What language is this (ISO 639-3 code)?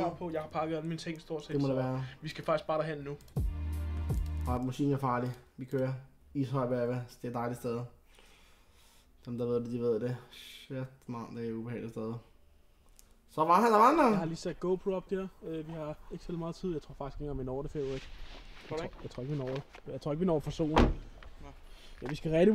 dan